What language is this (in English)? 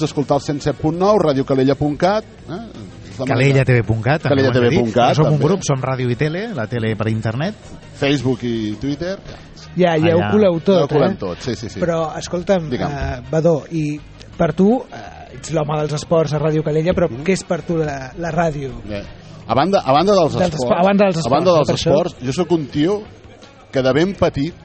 Catalan